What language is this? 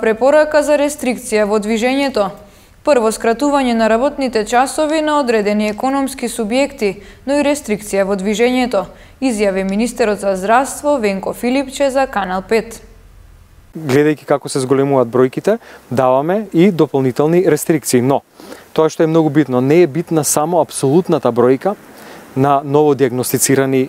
Macedonian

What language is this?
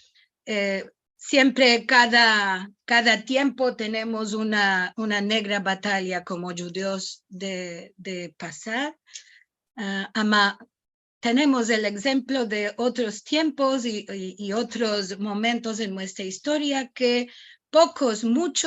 Ladino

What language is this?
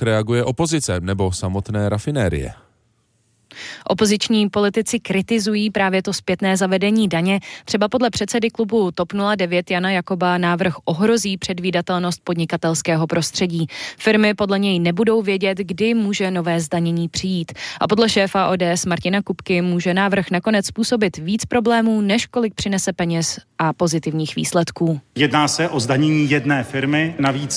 Czech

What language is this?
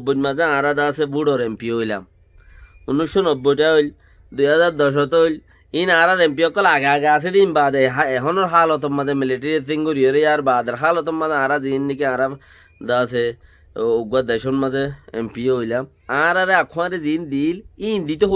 Rohingya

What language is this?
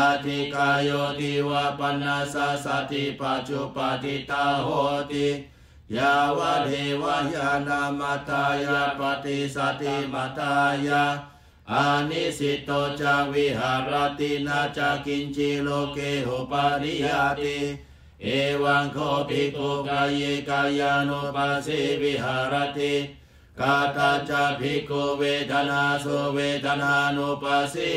Pali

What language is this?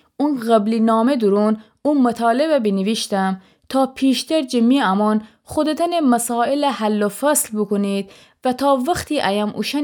Gilaki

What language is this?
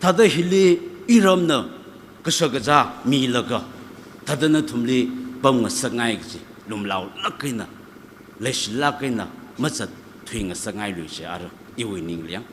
Tangkhul Naga (India)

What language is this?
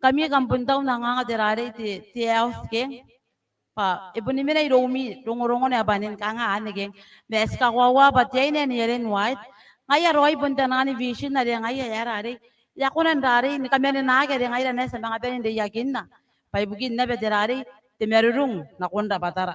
Gilbertese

